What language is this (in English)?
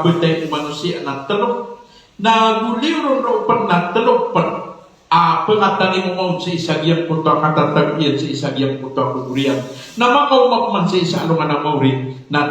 Maranao